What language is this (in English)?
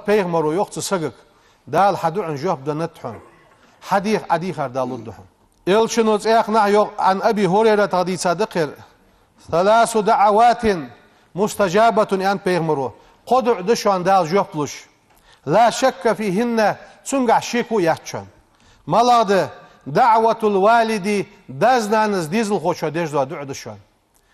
Ingush